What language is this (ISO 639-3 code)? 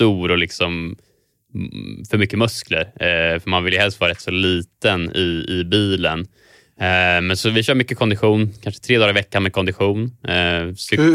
swe